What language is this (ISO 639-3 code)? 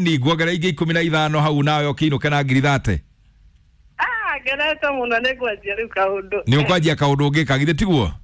kik